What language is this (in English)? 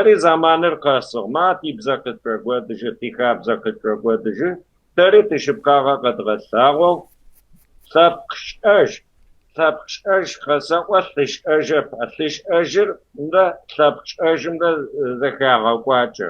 Kabardian